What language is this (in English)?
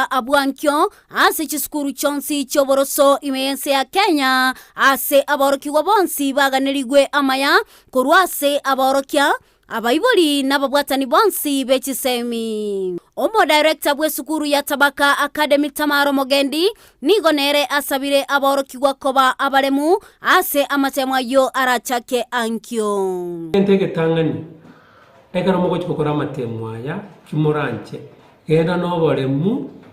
Gusii